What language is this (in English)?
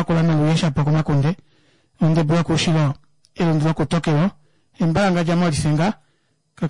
Kuanyama